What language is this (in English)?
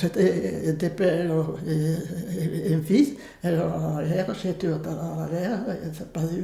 Occitan